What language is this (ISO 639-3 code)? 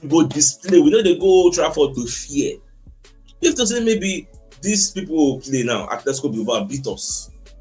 pcm